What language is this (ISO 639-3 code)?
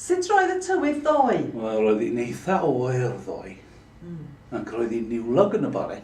cym